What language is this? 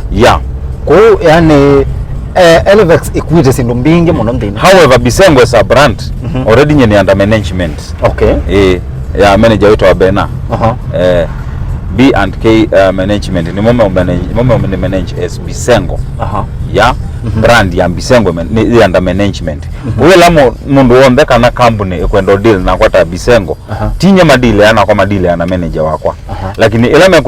Kamba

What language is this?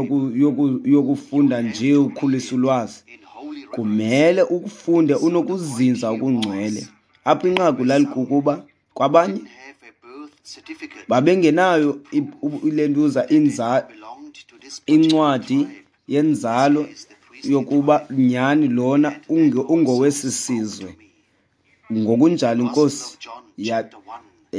Xhosa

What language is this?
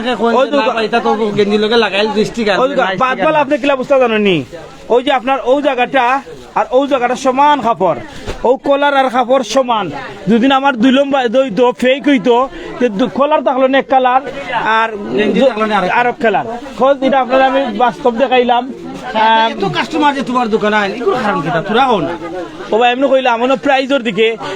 Sylheti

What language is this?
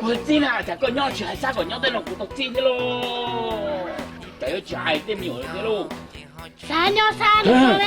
Hmong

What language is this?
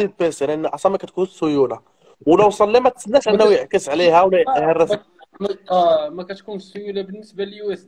Moroccan Arabic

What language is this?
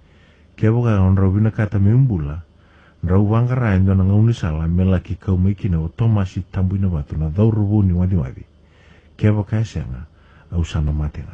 Fijian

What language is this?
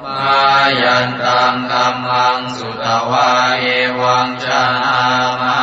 Pali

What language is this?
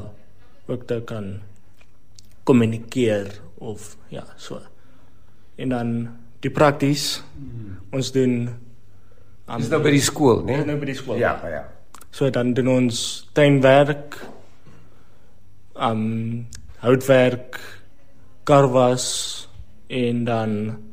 Afrikaans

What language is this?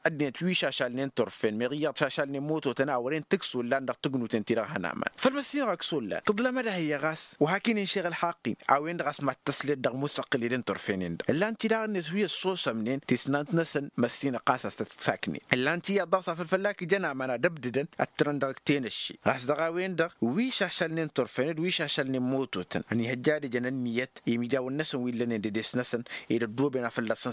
Tamasheq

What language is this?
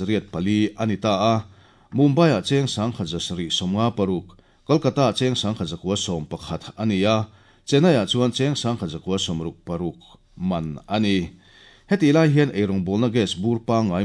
Mizo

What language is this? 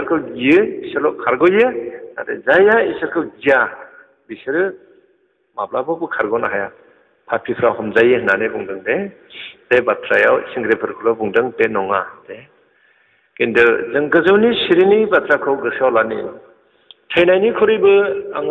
Bodo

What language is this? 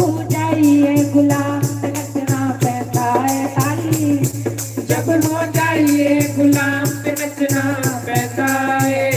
Dogri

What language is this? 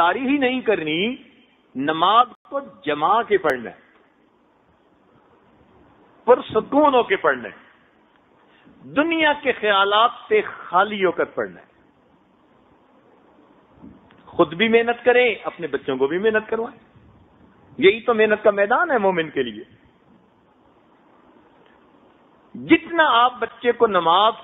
Urdu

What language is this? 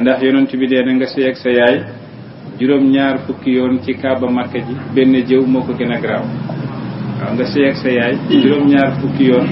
Wolof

